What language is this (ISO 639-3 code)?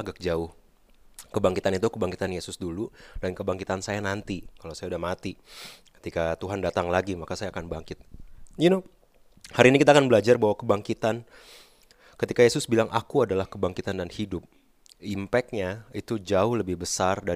ind